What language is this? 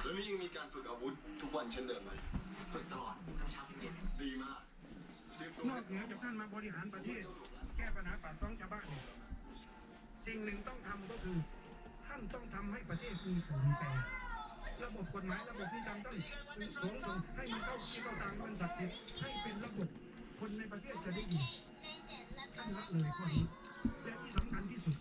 Lao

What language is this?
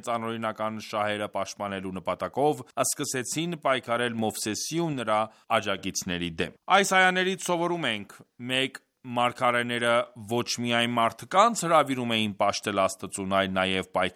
Armenian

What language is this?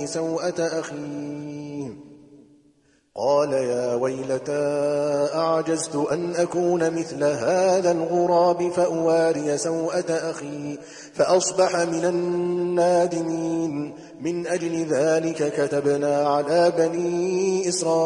Arabic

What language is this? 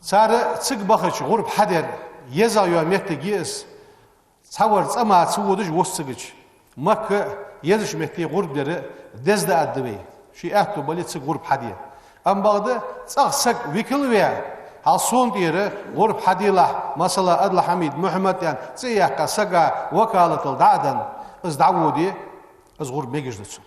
Ingush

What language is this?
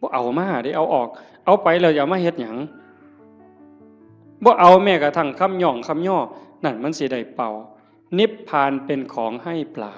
Northeastern Thai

